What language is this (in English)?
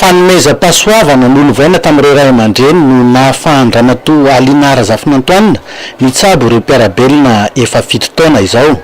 Malagasy